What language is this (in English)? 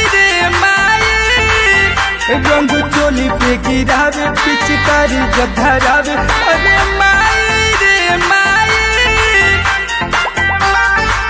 Bhojpuri